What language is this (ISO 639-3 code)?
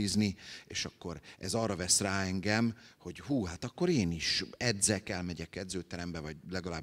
hun